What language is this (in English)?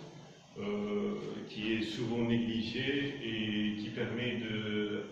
French